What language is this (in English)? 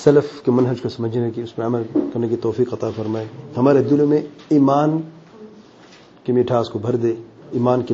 Urdu